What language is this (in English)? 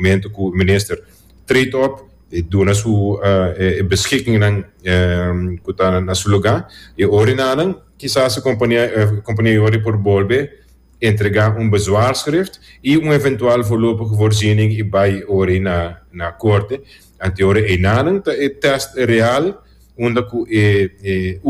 Papiamento